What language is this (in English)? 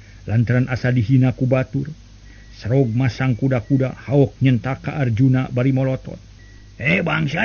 Sundanese